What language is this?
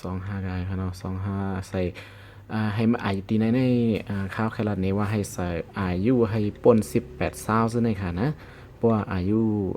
Shan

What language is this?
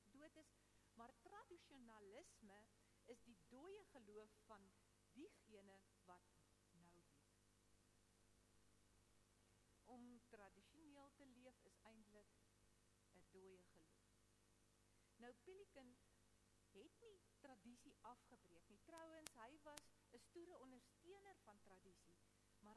Afrikaans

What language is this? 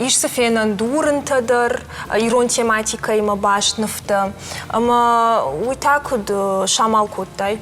Ossetic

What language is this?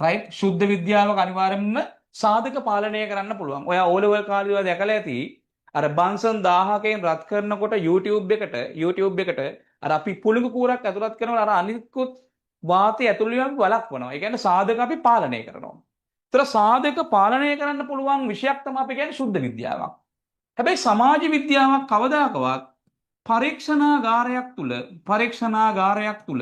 Sinhala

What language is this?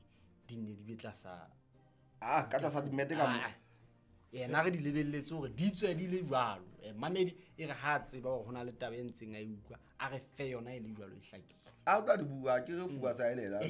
Southern Sotho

